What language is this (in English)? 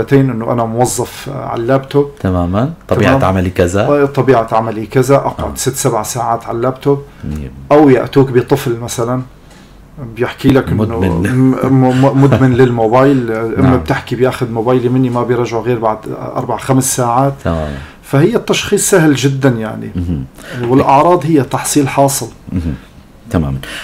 North Levantine Arabic